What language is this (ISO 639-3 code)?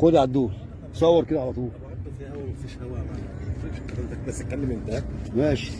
arz